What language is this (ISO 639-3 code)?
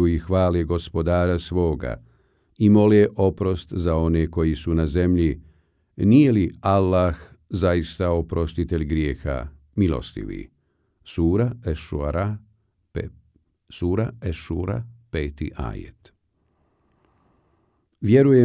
bos